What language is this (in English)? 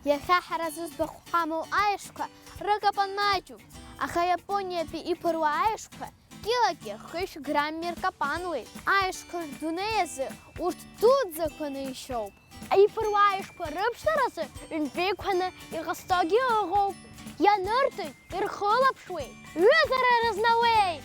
Abkhazian